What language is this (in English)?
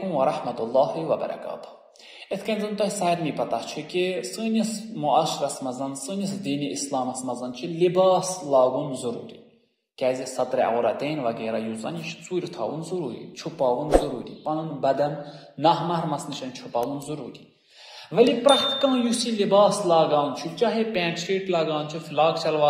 Kashmiri